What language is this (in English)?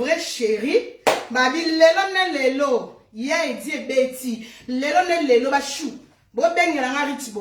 Lingala